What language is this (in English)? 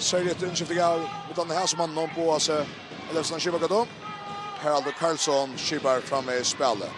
Faroese